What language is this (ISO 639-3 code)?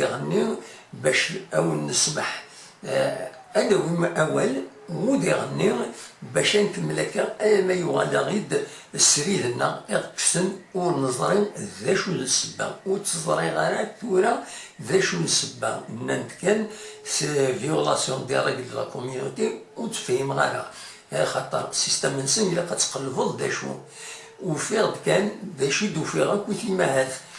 kab